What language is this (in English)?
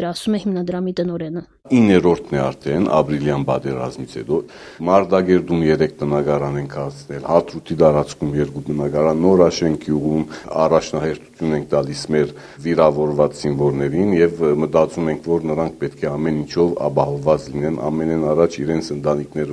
Armenian